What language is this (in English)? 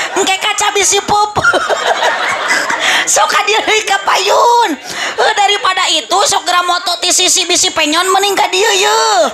Sundanese